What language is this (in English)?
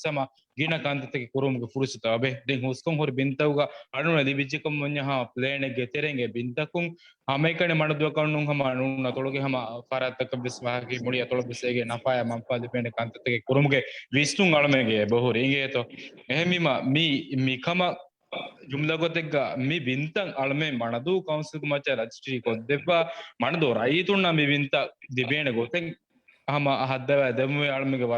Divehi